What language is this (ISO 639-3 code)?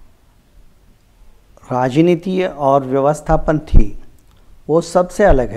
hin